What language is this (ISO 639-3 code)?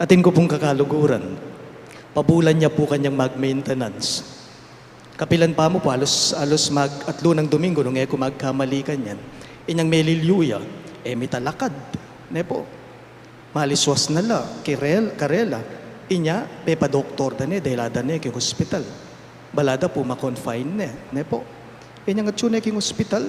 pam